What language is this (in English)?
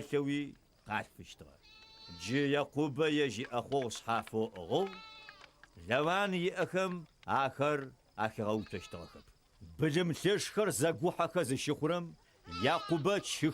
Adyghe